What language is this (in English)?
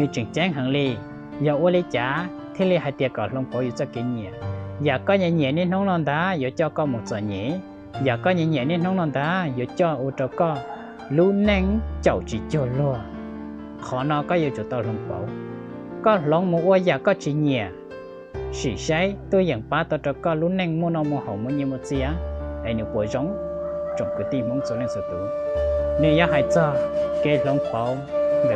Hmong